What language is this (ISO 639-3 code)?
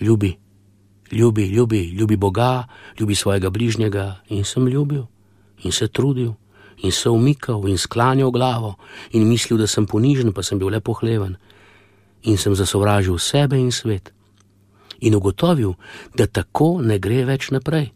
slv